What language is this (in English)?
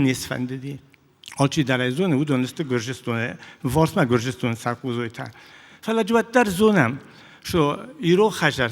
Ossetic